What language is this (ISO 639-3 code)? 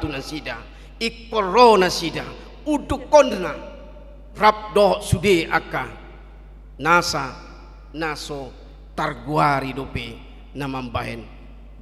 bbc